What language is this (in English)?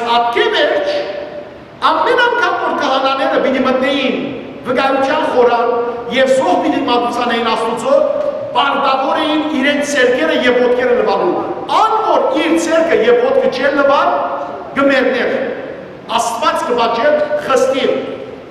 Western Armenian